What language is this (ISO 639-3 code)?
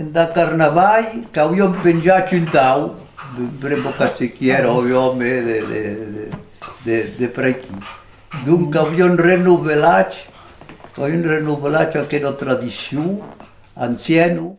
oci